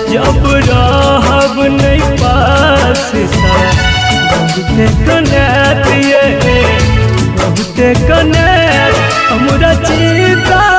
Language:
Bhojpuri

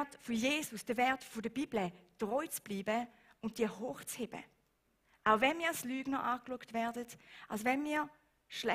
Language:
Swiss German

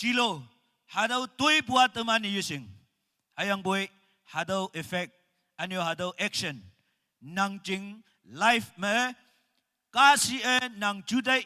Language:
Naga Pidgin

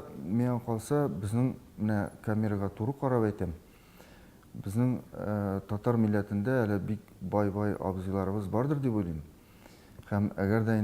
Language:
Tatar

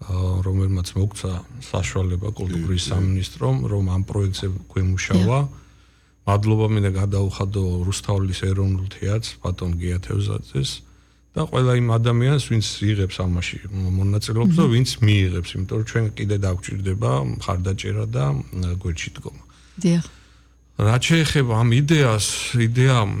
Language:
Georgian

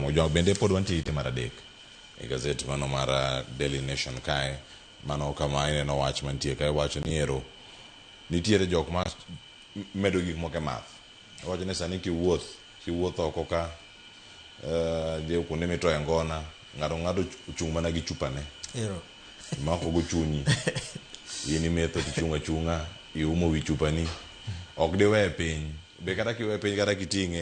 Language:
Luo (Kenya and Tanzania)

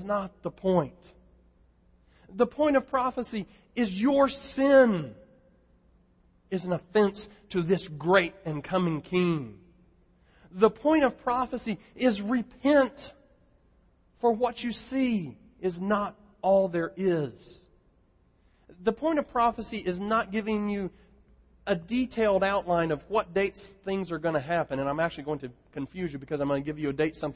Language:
English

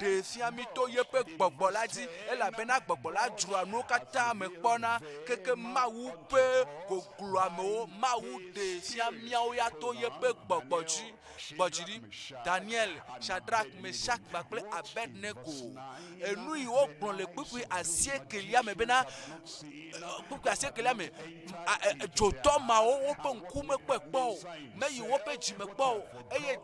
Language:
Ewe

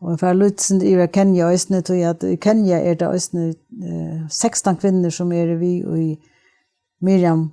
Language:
Faroese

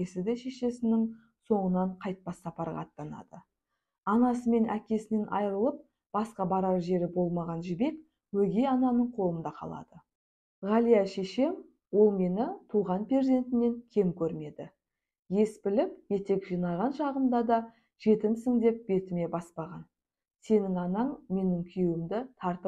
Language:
Kazakh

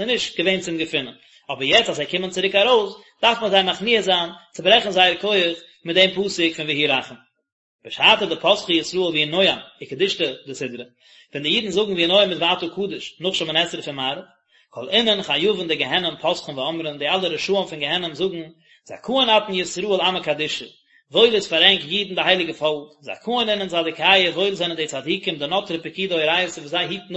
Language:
Yiddish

